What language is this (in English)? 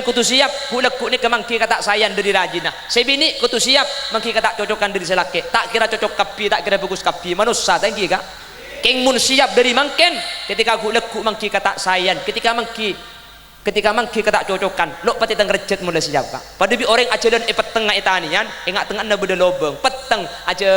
Madurese